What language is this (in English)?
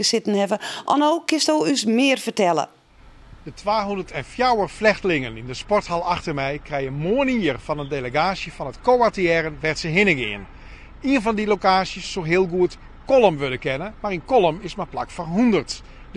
Western Frisian